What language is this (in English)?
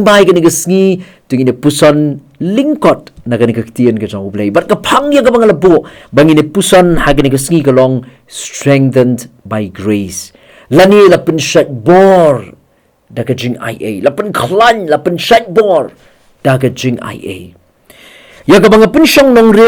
Khasi